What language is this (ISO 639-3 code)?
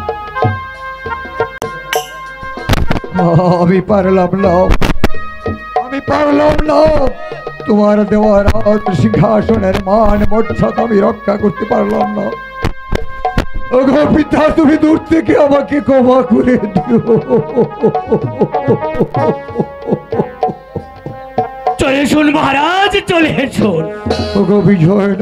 ben